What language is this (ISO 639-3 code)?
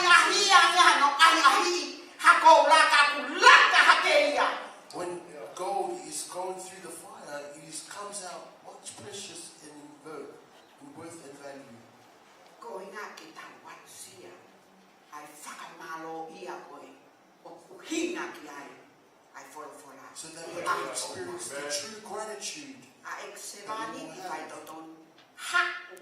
ton